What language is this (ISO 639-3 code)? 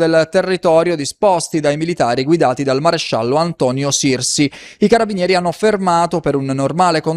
ita